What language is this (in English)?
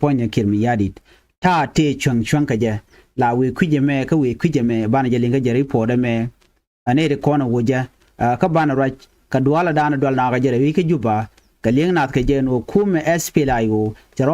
Nuer